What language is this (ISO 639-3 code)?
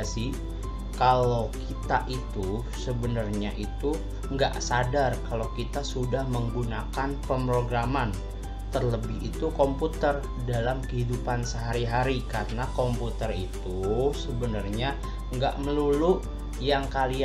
ind